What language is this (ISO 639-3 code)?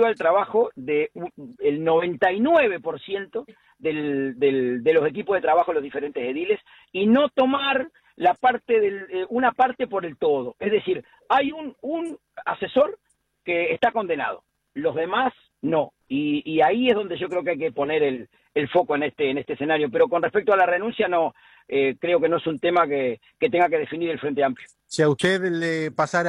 spa